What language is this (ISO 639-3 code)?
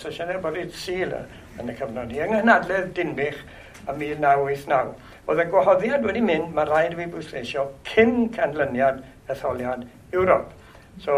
cym